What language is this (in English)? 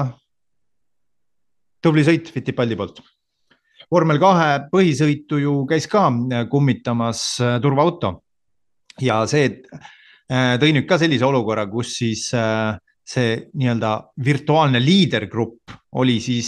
Estonian